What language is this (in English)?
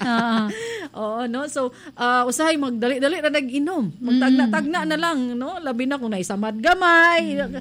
Cebuano